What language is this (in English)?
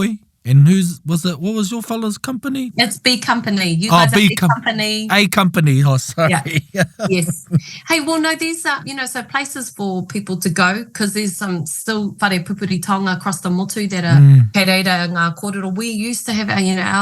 Māori